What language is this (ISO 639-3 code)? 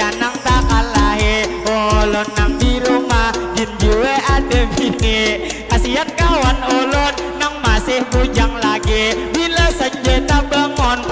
bjn